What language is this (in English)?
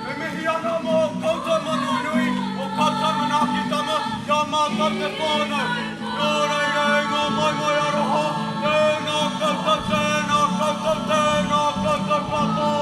Māori